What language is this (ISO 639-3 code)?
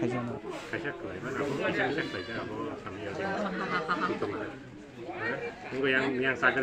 trp